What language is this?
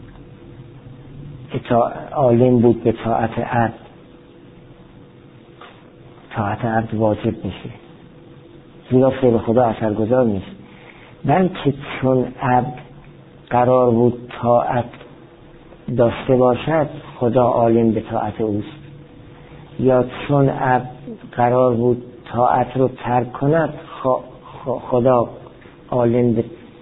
Persian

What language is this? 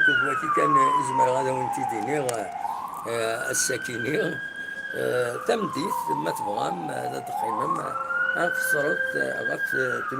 Kabyle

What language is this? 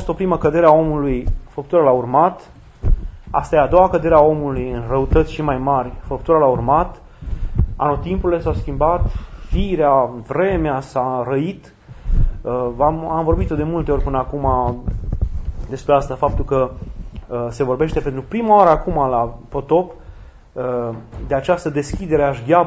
Romanian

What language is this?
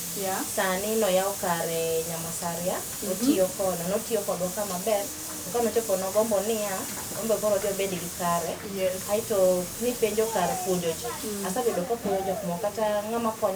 Luo (Kenya and Tanzania)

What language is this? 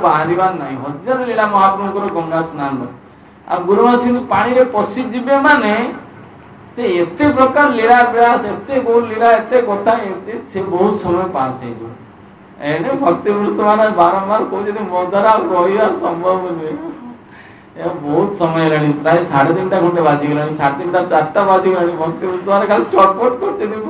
Odia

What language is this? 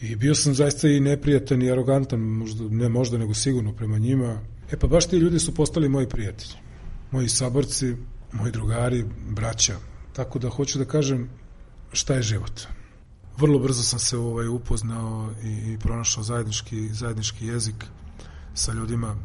Serbian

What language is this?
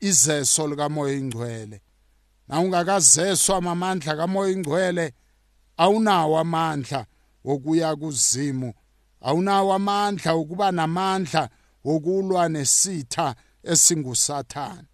South Ndebele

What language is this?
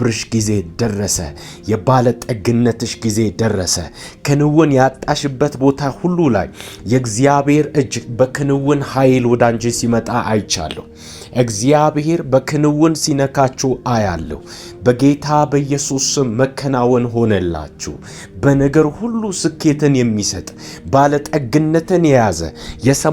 Amharic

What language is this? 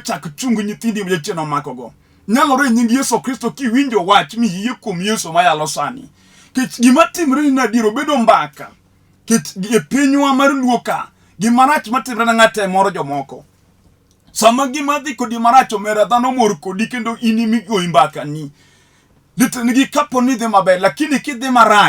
Luo (Kenya and Tanzania)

